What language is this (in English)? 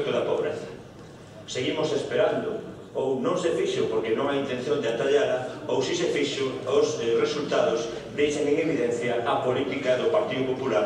Galician